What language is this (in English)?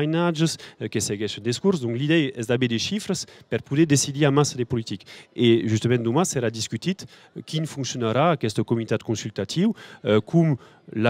Occitan